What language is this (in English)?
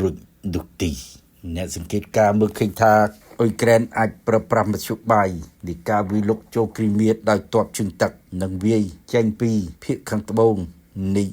Khmer